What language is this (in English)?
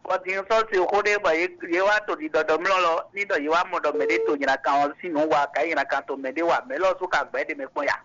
Fon